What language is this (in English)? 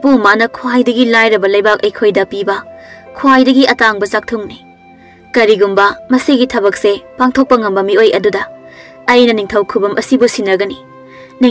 Manipuri